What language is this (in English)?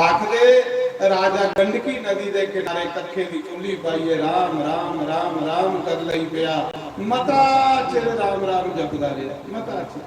Dogri